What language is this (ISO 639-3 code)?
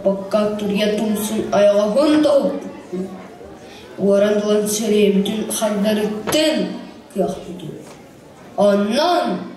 sah